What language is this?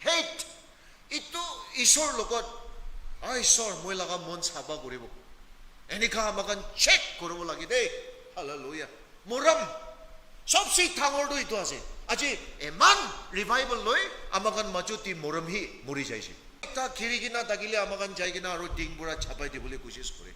Naga Pidgin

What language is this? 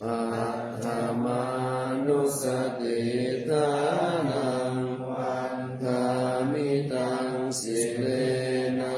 Pali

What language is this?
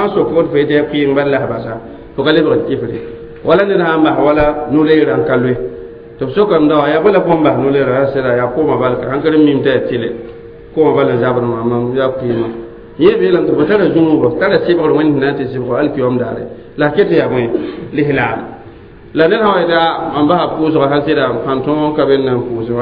Mossi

